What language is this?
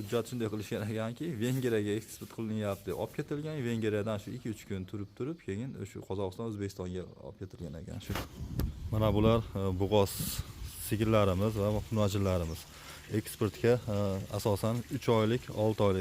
Uzbek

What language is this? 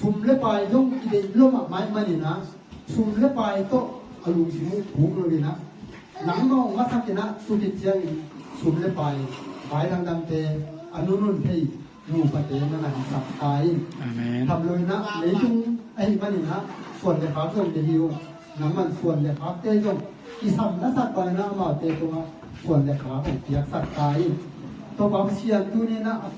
Tedim Chin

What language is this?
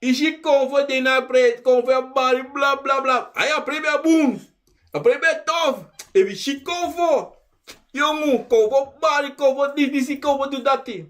Sranan Tongo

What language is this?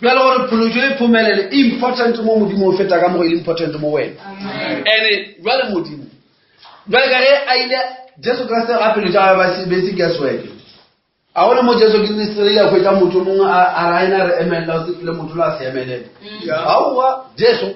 Northern Sotho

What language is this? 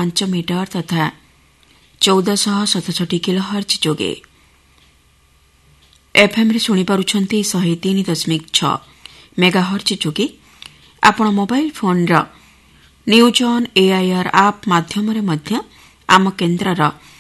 Odia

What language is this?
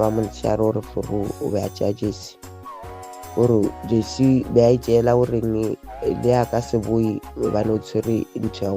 Southern Sotho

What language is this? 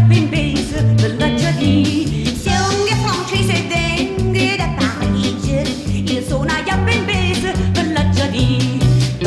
Neapolitan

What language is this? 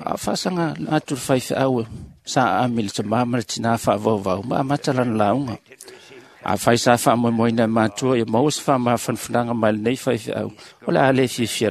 Samoan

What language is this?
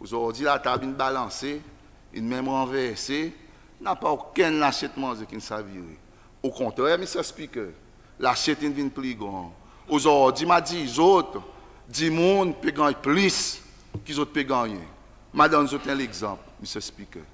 Seselwa Creole French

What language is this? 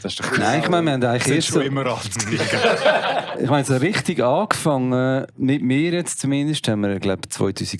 Swiss German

